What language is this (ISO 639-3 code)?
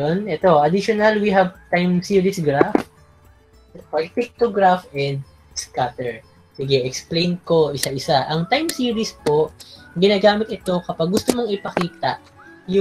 fil